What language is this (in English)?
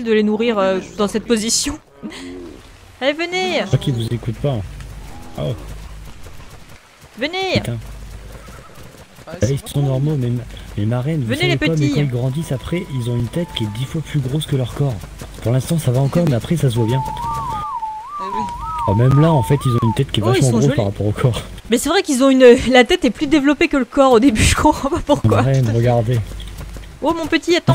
French